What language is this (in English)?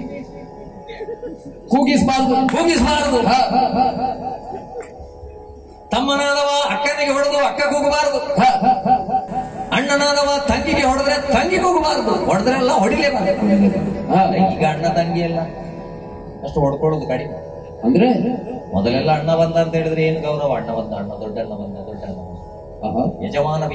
Kannada